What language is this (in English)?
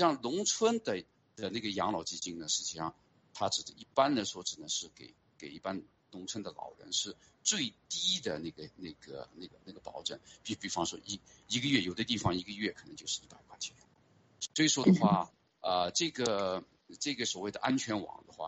Chinese